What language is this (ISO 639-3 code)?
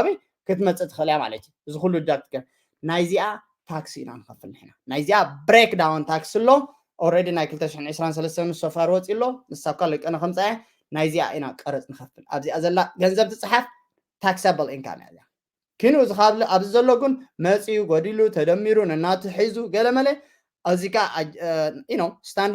tir